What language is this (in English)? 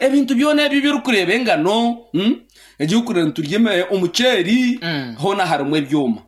Nyankole